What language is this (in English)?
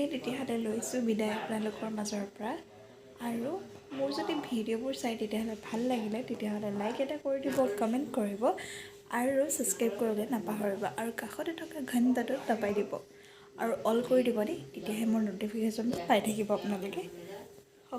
Assamese